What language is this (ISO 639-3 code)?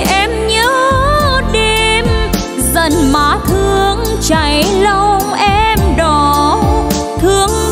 vie